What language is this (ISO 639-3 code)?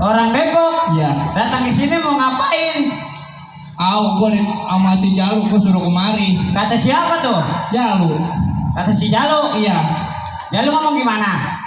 bew